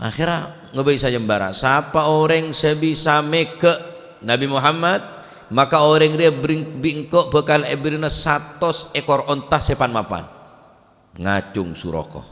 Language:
Madurese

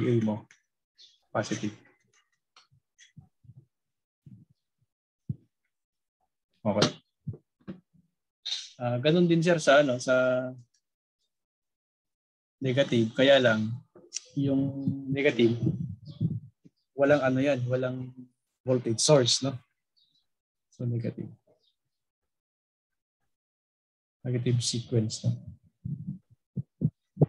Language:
Filipino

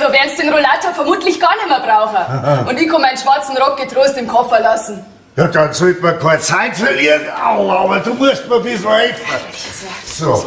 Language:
Bavarian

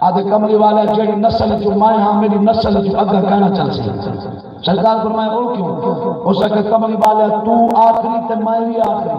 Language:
Saraiki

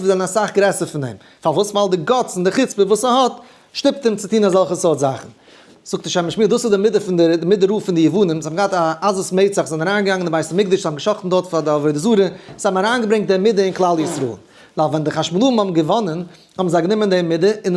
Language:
Yiddish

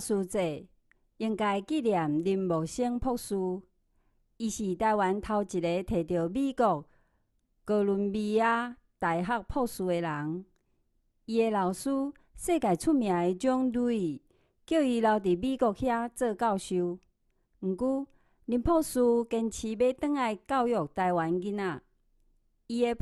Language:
Min Nan Chinese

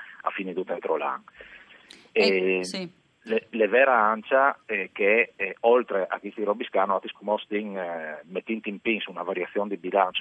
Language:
Friulian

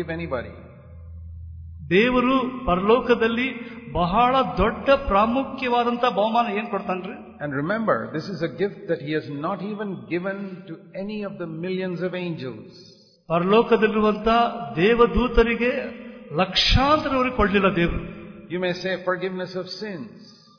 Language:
Kannada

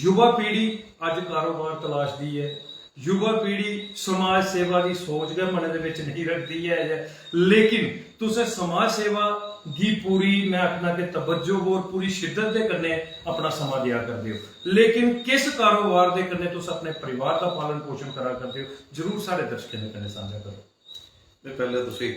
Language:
Dogri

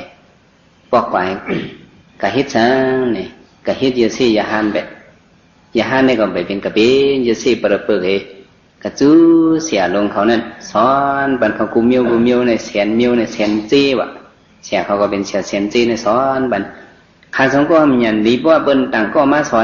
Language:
Shan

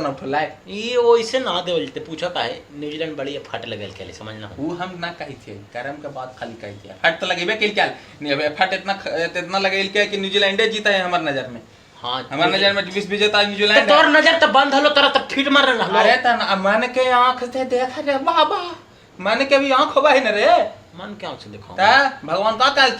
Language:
Magahi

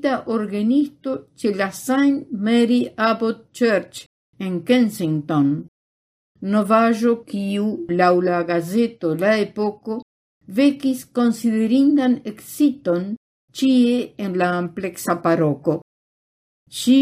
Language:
Esperanto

